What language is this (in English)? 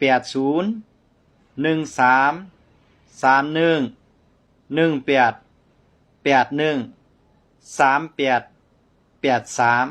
Shan